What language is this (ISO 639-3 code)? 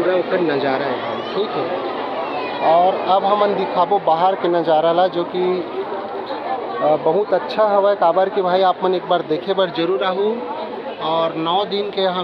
hne